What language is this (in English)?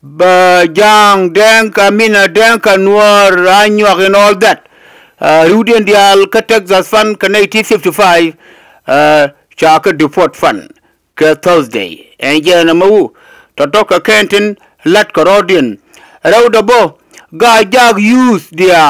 Nuer